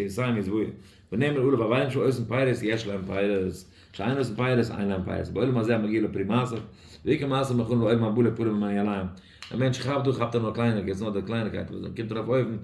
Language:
Yiddish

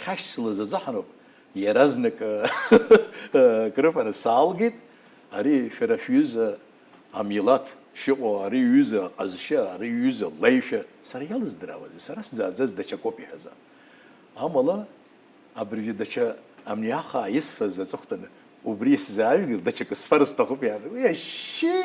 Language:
Abkhazian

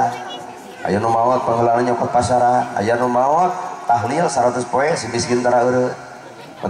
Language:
Sundanese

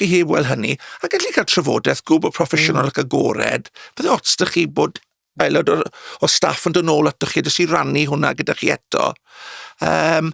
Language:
Welsh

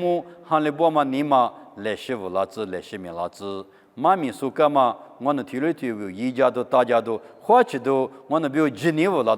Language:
Lisu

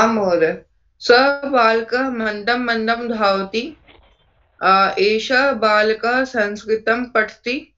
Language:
Sanskrit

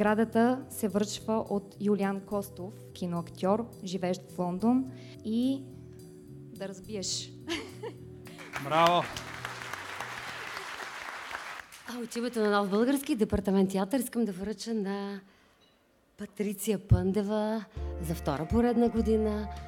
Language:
Bulgarian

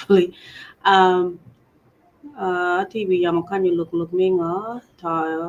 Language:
Acoli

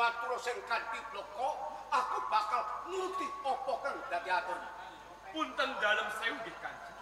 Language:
Javanese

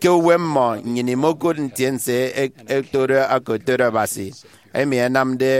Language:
Efik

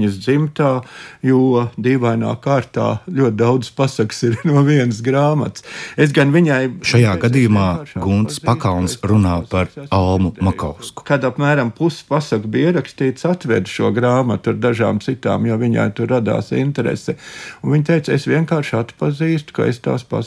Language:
Latvian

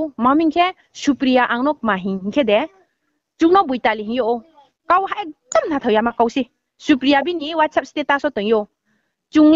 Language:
Riang (India)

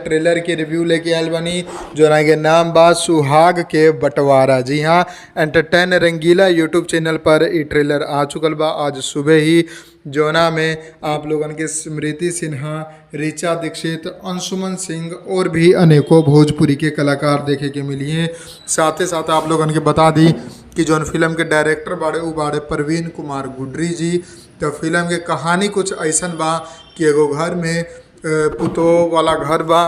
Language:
Bhojpuri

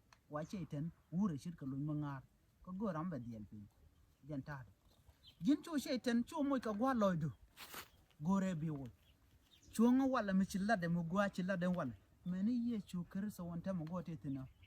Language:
Nuer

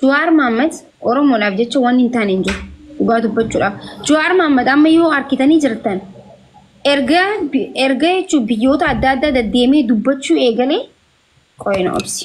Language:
Oromo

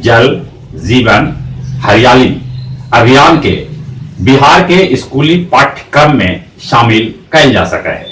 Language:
Magahi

